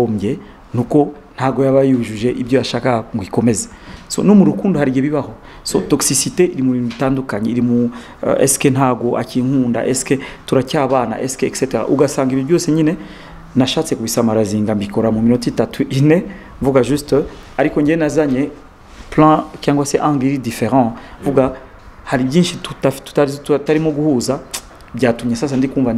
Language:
Kinyarwanda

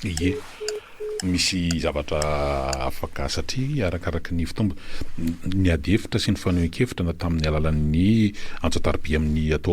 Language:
Malagasy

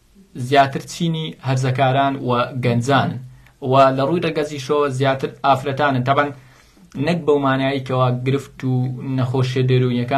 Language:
Central Kurdish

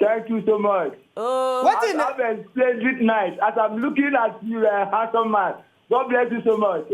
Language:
Nigerian Pidgin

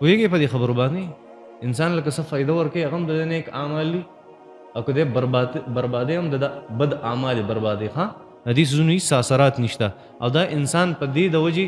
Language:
Pashto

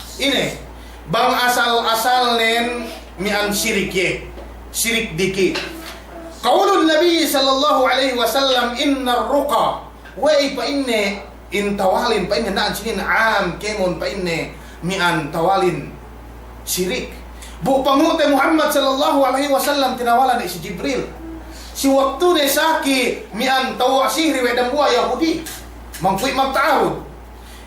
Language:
Yakan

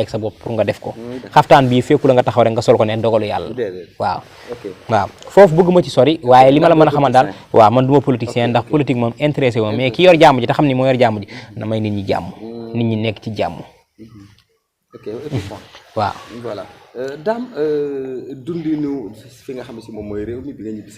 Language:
Wolof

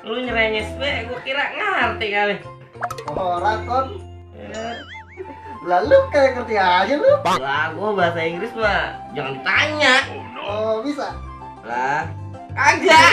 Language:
Betawi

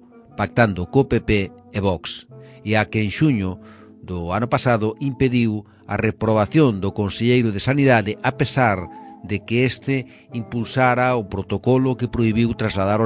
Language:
Galician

